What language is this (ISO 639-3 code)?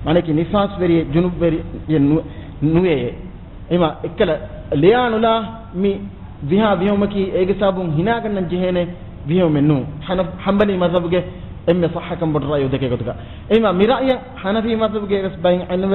div